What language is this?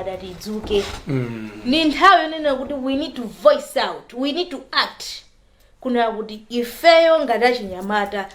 Nyanja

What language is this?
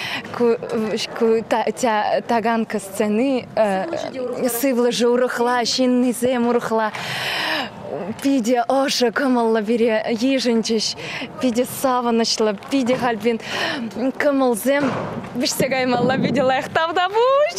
Chuvash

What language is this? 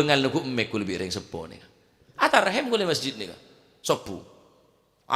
Madurese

